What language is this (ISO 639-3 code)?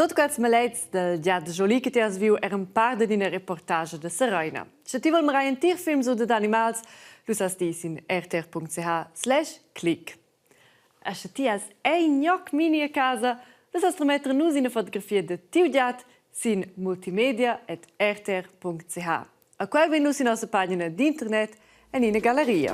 roh